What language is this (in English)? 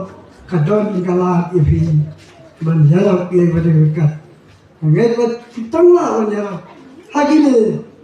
Khasi